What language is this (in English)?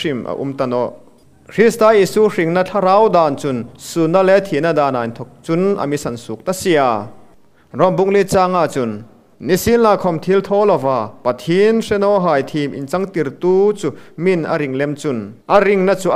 Hmar